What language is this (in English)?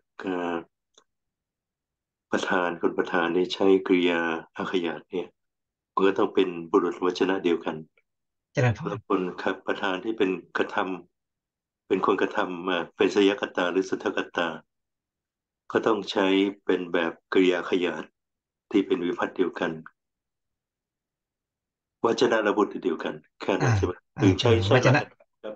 Thai